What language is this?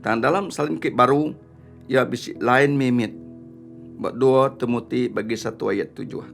Iban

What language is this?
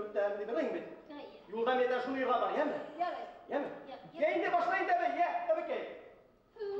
Bashkir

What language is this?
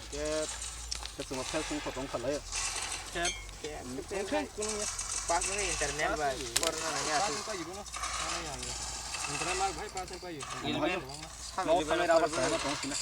Kok Borok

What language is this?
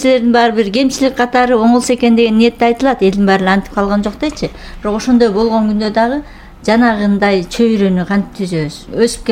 Kyrgyz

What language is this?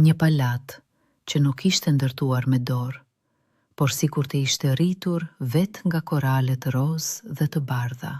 Albanian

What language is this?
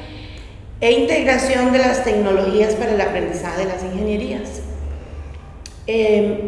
Spanish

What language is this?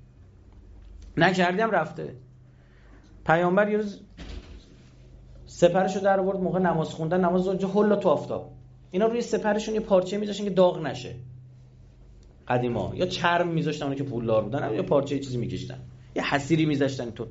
Persian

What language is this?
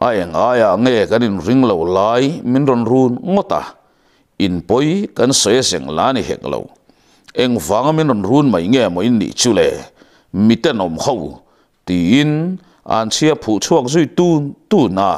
Mizo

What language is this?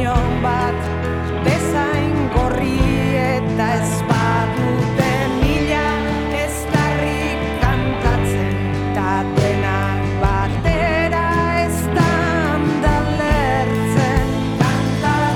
Basque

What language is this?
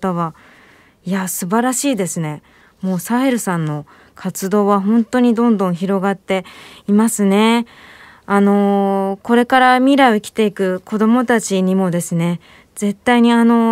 Japanese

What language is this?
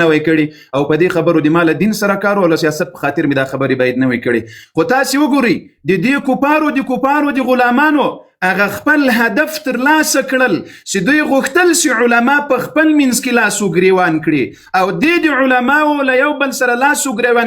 Pashto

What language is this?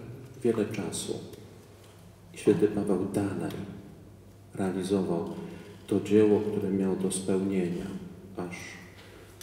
Polish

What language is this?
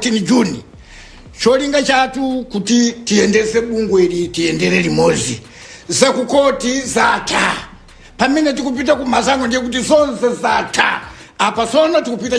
Nyanja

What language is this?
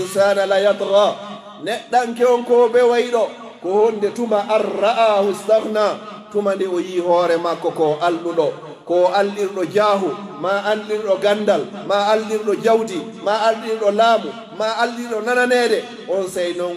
Pular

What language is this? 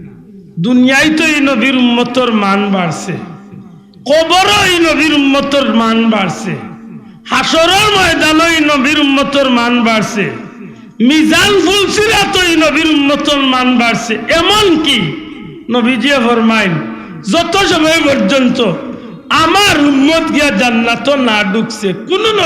Sylheti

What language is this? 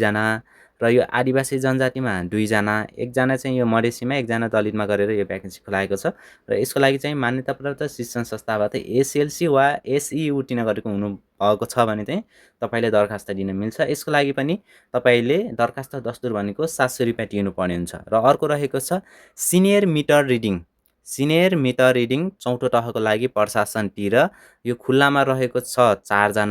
Nepali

